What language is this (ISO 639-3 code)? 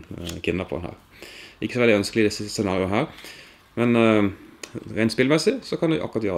nor